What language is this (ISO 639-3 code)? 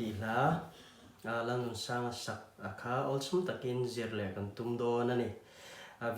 lus